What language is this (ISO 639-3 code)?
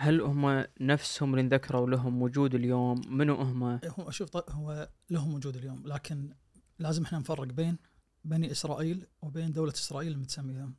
ars